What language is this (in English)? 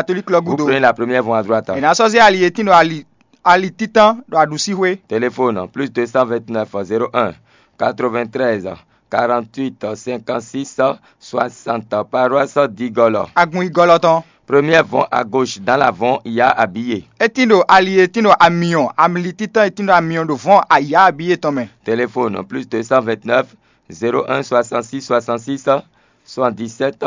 Fon